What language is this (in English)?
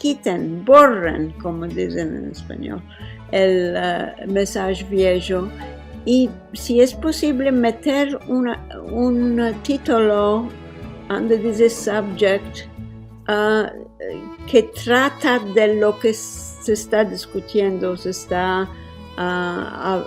Ladino